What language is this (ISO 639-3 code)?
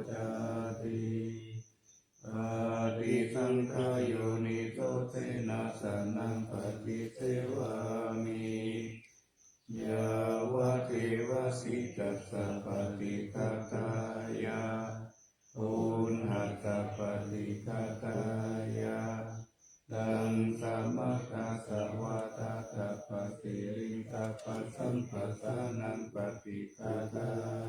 pli